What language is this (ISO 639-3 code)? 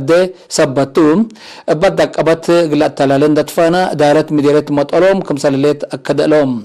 tig